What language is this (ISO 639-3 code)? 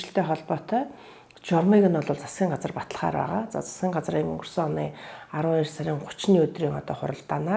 mon